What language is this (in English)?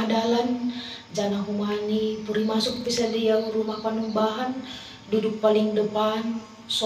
Batak Simalungun